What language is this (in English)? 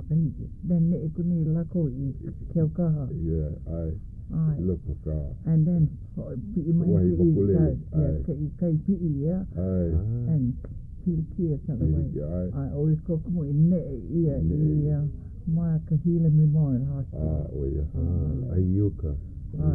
Hawaiian